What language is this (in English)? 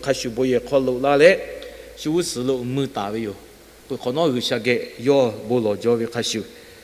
Lahu